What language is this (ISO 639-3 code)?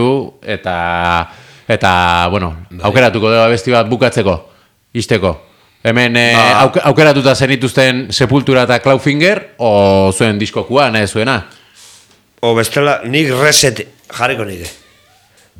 eus